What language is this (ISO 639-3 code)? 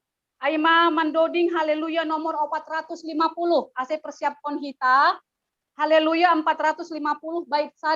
bts